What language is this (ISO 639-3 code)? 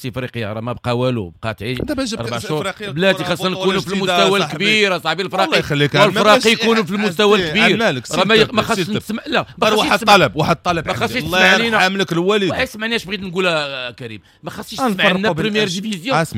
ary